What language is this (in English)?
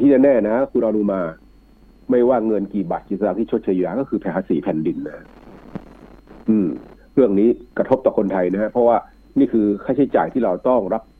Thai